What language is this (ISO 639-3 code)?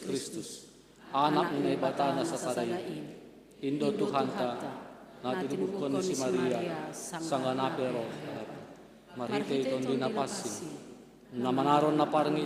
bts